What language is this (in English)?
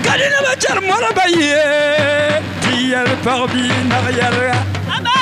Dagbani